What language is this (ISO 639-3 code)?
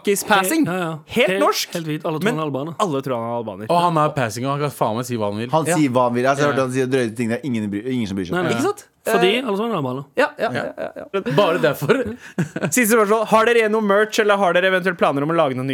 nor